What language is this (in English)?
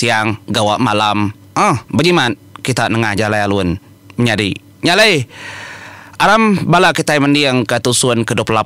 Iban